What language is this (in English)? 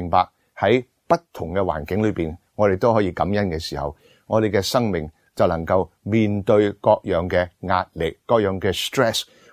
Cantonese